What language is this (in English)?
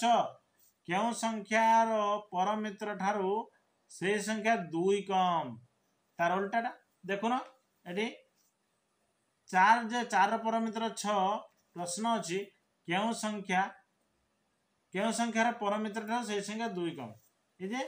Odia